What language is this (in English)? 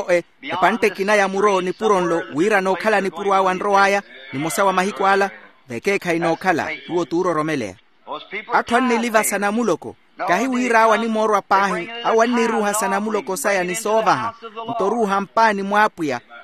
Makhuwa